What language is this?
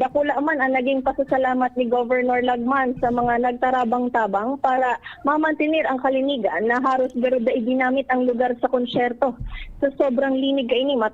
Bikol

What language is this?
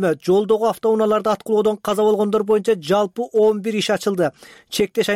Kyrgyz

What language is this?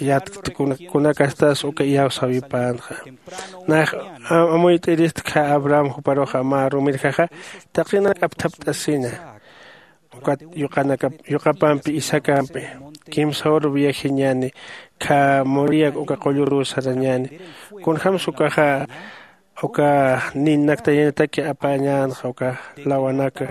Aymara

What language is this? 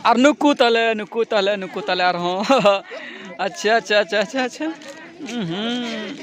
Santali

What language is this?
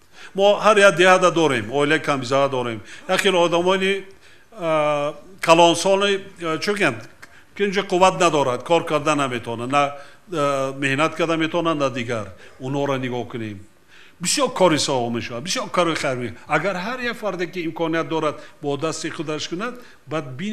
Tajik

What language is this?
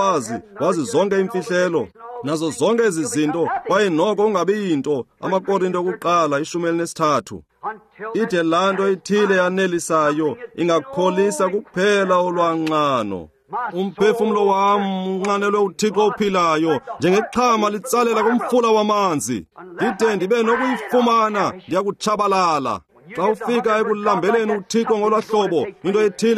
Xhosa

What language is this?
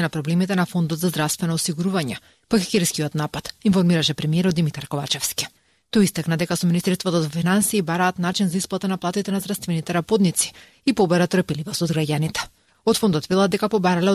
Macedonian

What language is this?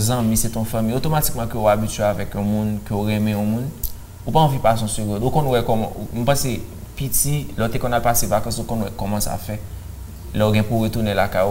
Haitian Creole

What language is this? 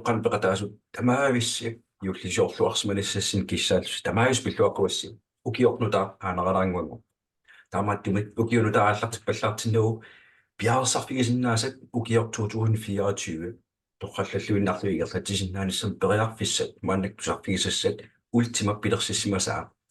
Kalaallisut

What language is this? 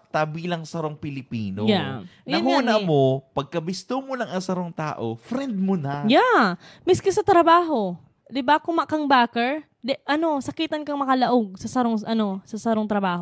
Bikol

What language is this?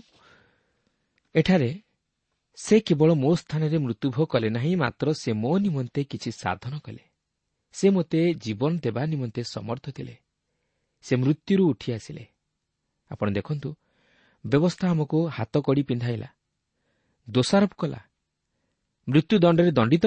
Odia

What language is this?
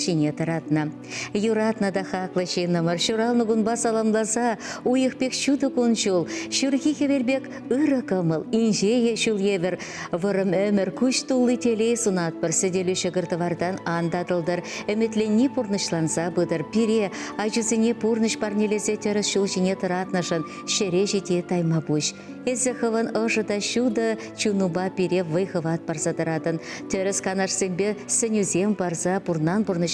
Chuvash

